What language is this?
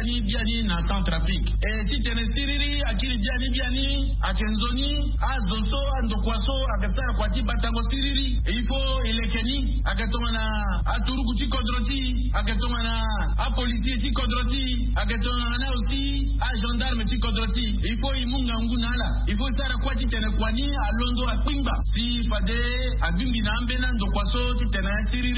Sango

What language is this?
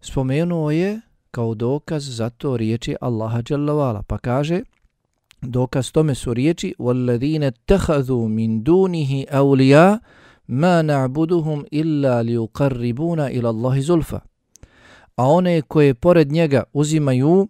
Bosnian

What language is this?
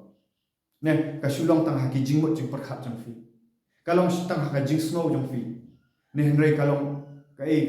Khasi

